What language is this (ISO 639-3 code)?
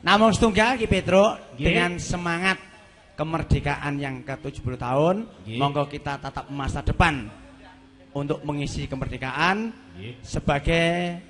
jav